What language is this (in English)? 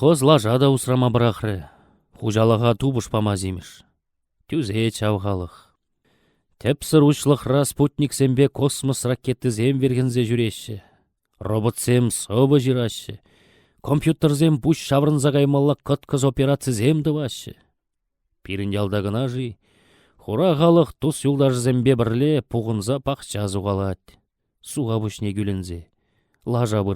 Chuvash